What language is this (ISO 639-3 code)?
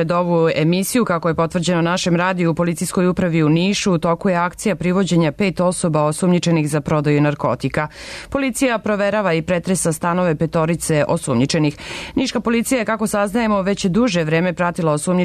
srp